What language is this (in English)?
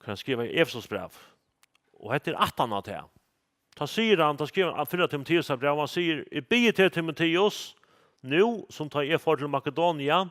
Faroese